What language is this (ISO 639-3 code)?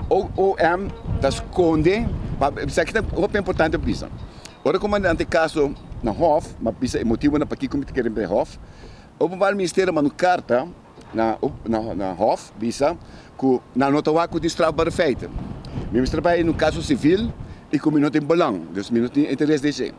pap